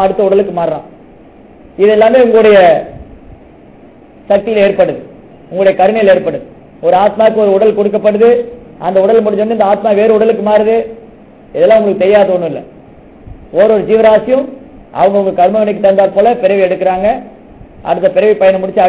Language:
Tamil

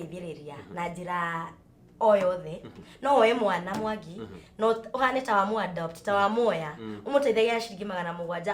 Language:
Kikuyu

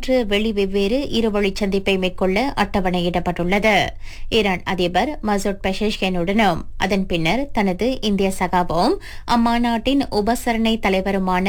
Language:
Tamil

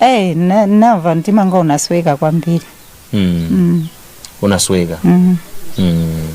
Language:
Nyanja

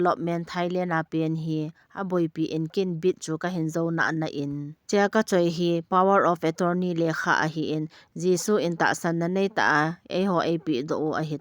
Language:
Thado Chin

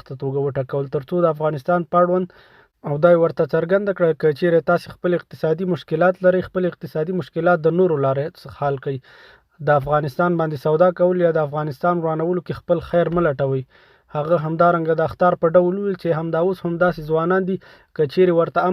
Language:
Pashto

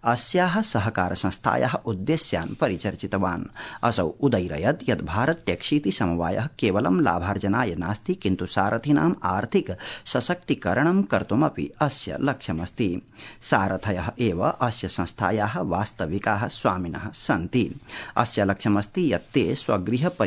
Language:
Sanskrit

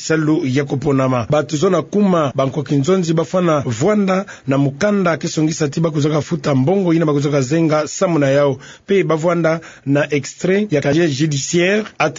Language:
Kituba (Democratic Republic of Congo)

